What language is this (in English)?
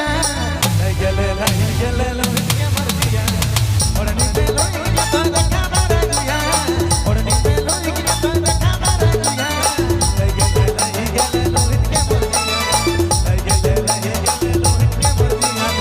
Sadri